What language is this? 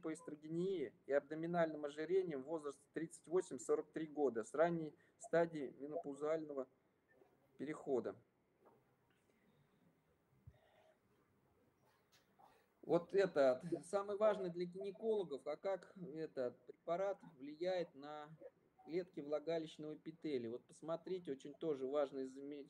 Russian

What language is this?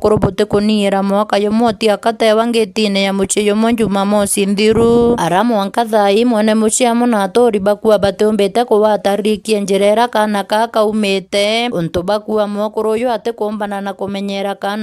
Meru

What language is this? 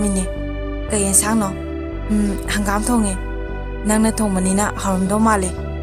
Manipuri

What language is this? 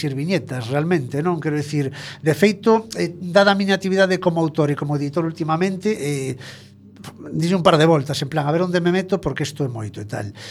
Galician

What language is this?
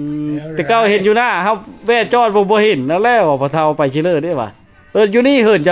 Lao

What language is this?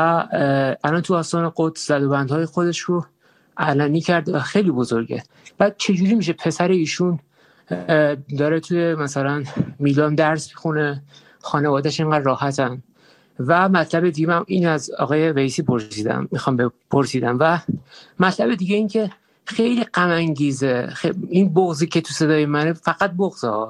Persian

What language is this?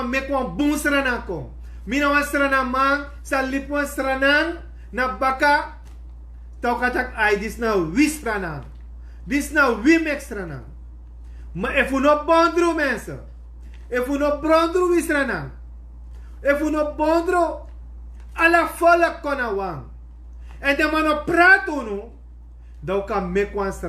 Sranan Tongo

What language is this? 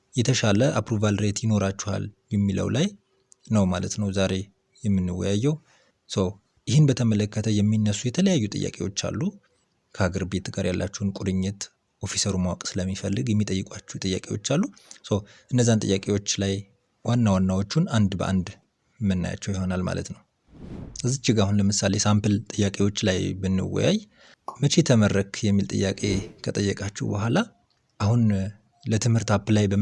Amharic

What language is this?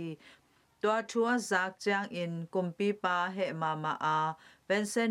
Tedim Chin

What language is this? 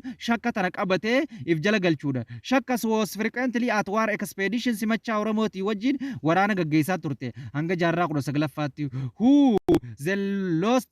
Oromo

